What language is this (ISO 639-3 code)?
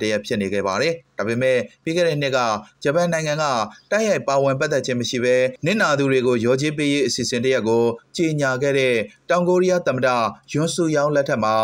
mya